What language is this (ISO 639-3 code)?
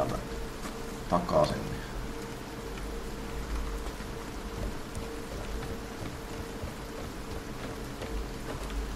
fin